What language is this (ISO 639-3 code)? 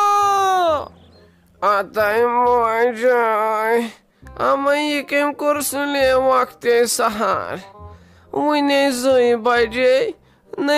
kas